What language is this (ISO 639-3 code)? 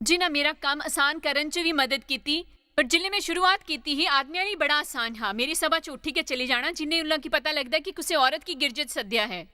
doi